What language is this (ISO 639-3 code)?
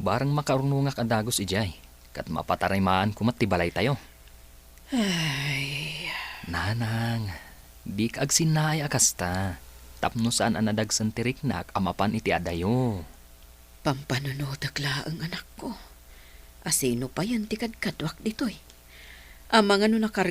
ilo